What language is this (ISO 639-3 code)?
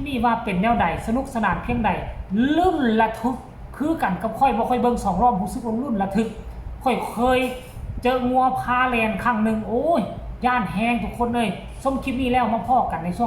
tts